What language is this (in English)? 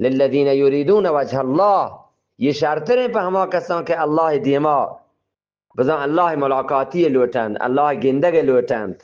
Eastern Balochi